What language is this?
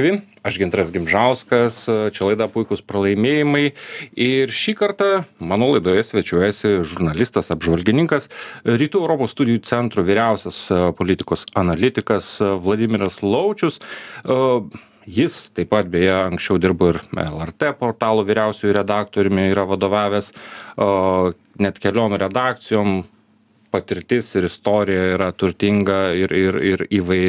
Lithuanian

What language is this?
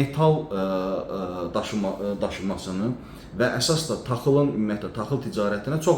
Azerbaijani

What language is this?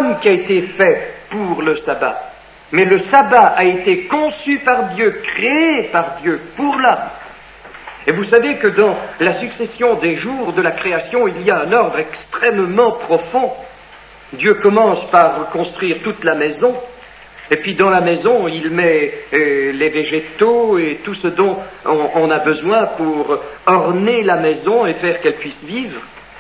French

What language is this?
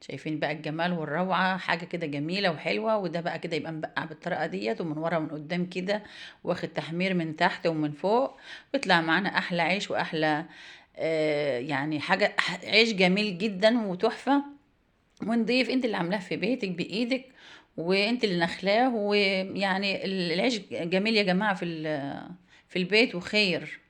Egyptian Arabic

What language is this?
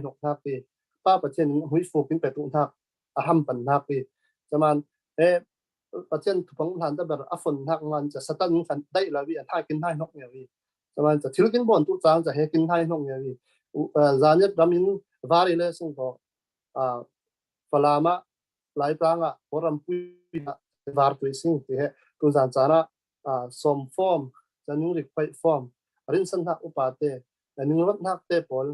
Falam Chin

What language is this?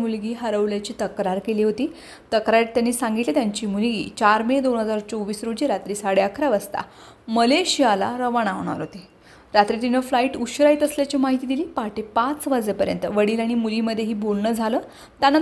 Marathi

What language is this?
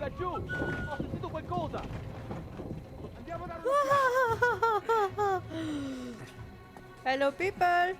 Swiss German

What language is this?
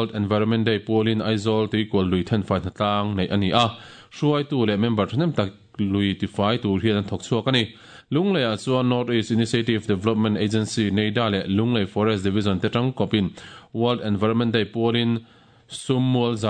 Mizo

